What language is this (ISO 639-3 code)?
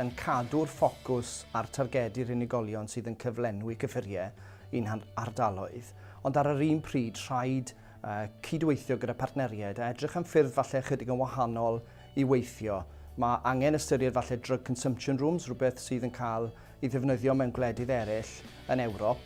cym